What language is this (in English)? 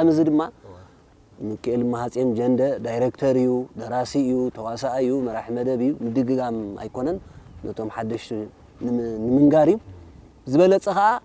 Tigrinya